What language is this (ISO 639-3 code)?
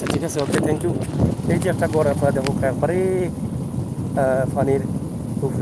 syl